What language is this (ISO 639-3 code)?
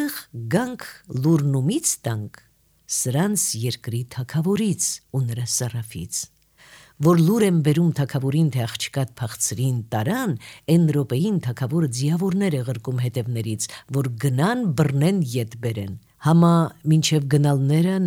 hye